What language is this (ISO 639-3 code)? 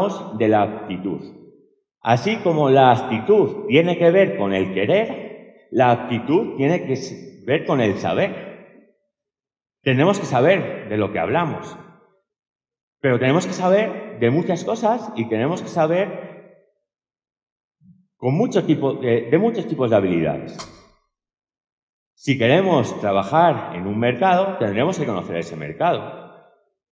spa